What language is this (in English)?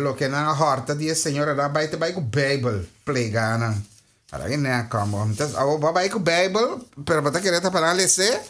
Papiamento